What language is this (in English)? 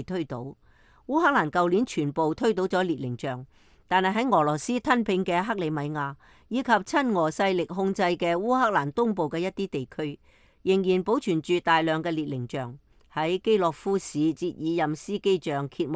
Cantonese